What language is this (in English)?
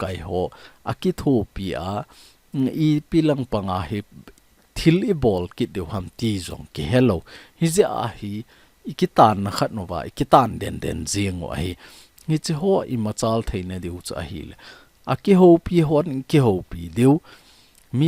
Thado Chin